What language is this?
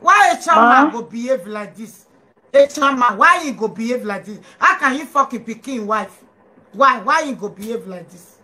Nigerian Pidgin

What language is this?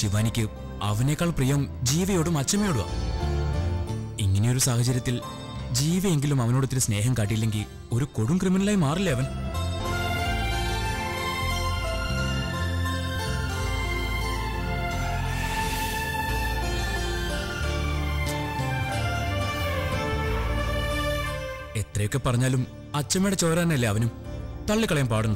Malayalam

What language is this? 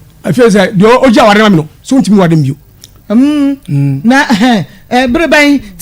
Akan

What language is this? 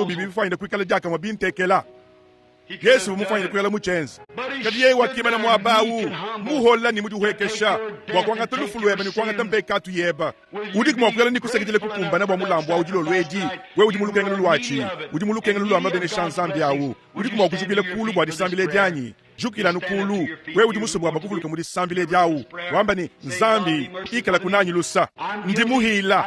Luba-Lulua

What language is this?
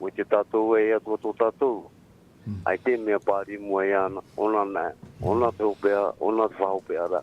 Tahitian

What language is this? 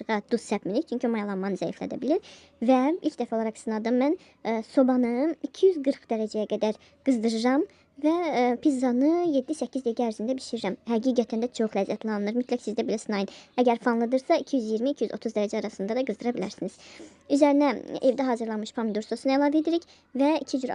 Azerbaijani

